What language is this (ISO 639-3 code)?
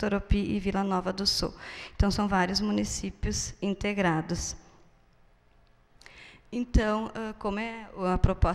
por